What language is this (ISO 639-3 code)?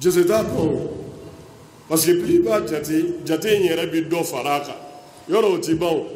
bam